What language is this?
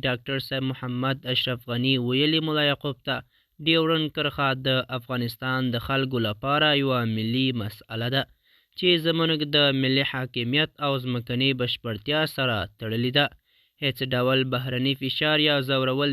Pashto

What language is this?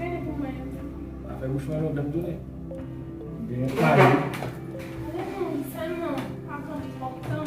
Haitian Creole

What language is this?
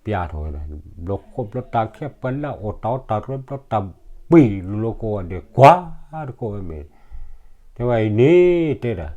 S'gaw Karen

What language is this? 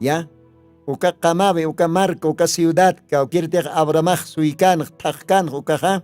Aymara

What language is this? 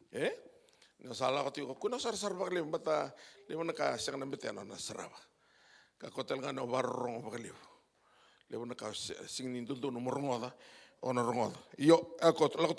Fijian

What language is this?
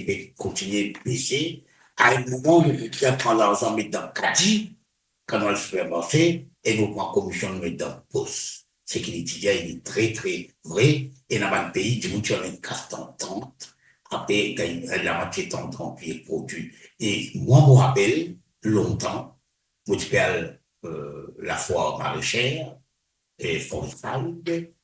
Morisyen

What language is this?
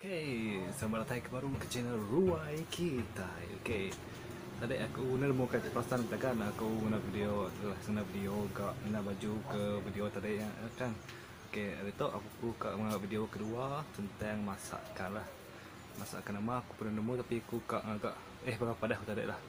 Iban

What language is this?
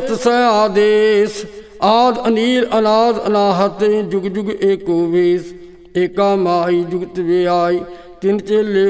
Punjabi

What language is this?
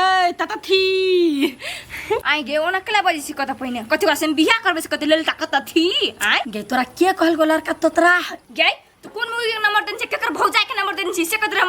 Maithili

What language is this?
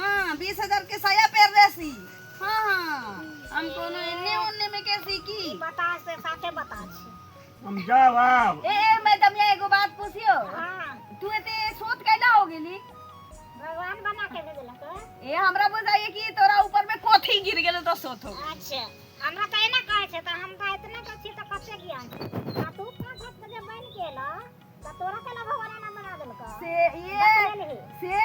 Maithili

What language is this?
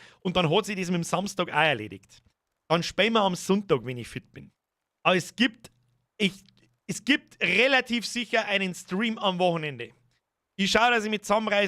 Bavarian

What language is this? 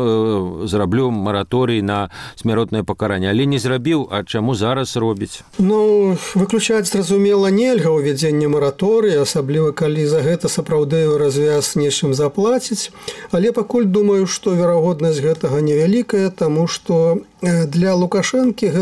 Belarusian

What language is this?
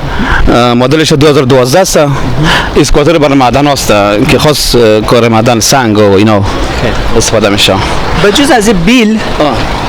Persian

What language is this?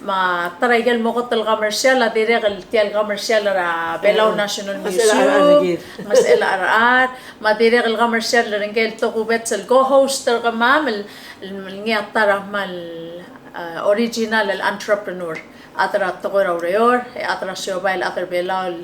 Palauan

